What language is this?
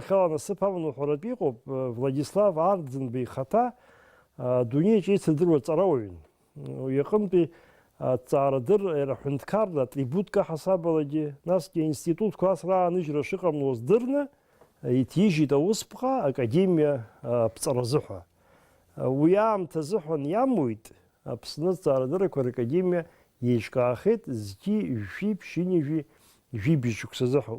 Abkhazian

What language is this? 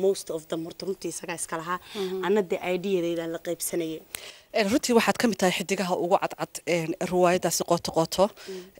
Somali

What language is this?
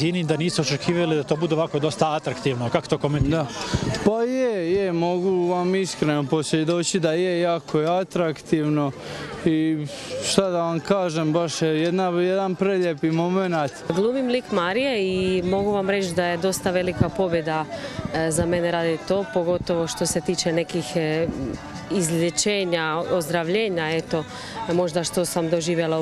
Croatian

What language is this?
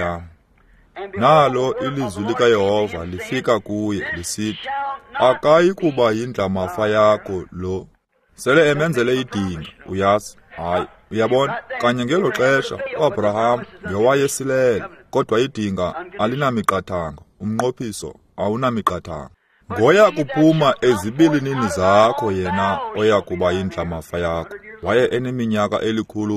Xhosa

